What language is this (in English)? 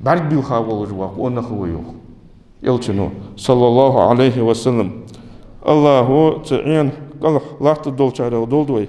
Ingush